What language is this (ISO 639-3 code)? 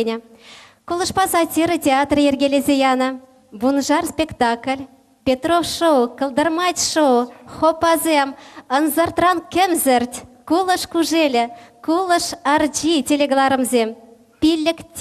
chv